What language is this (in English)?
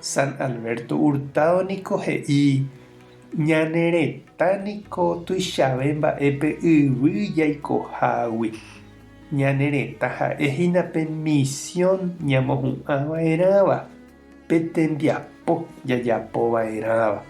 Guarani